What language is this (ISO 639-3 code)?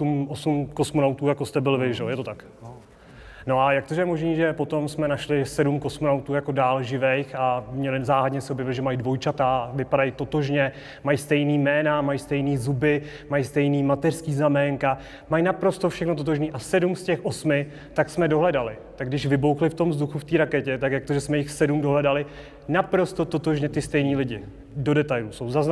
ces